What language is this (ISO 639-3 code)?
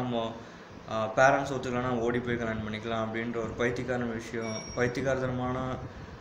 tam